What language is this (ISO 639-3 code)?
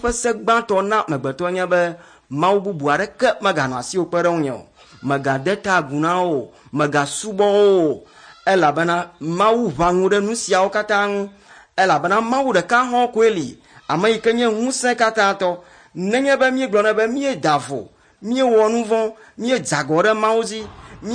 ewe